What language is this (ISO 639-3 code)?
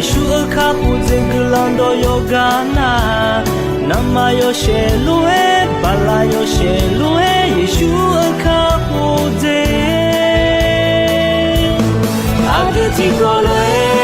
ahk